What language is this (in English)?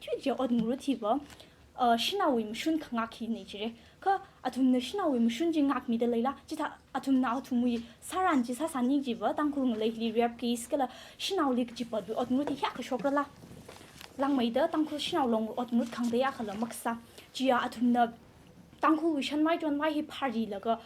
Tangkhul Naga (India)